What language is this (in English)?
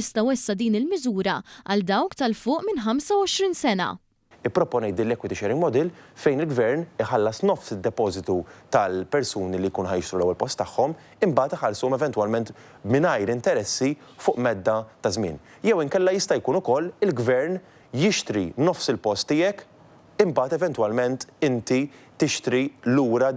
Maltese